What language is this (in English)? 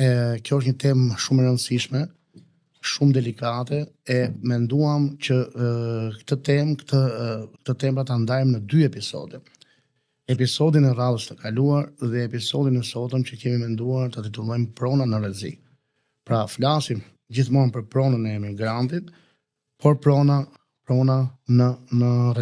Albanian